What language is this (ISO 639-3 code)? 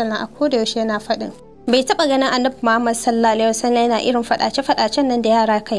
hau